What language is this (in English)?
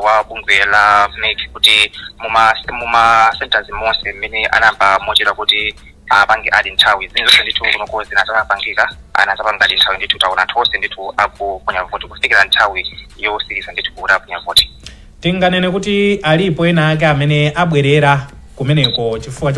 Nyanja